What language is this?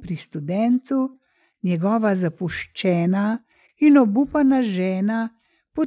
Slovenian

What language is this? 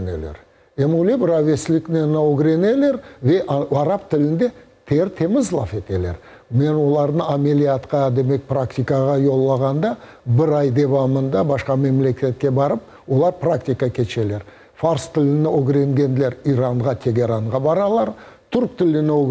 Crimean Tatar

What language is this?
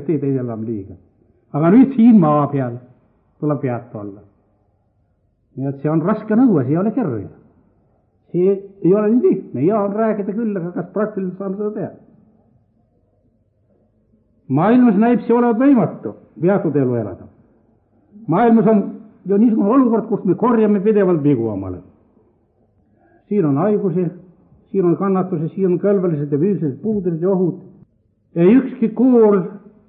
Estonian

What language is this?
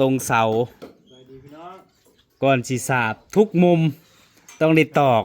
Northeastern Thai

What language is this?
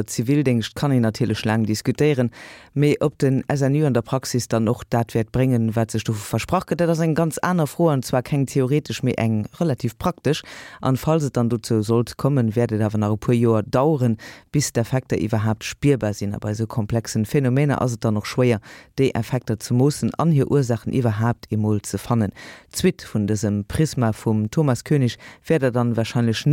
Luxembourgish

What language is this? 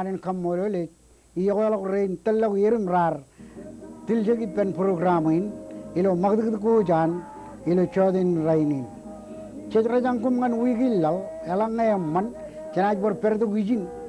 Marshallese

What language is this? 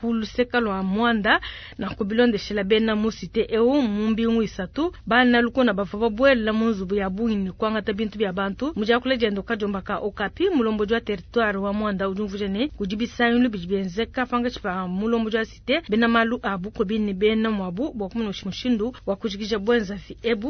Luba-Lulua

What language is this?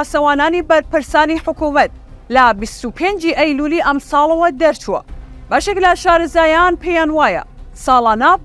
Central Kurdish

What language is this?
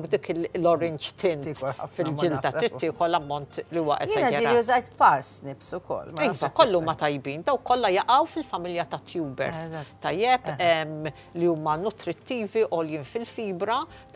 Maltese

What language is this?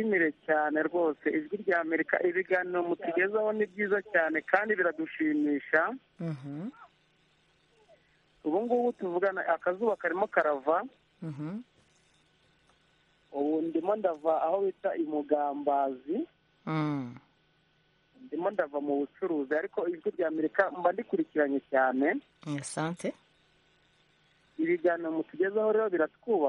Kinyarwanda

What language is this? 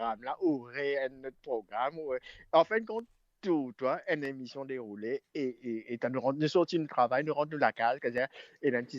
Morisyen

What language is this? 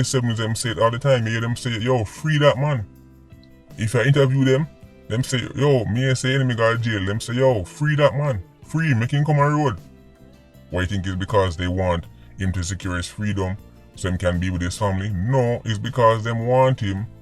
Jamaican Creole English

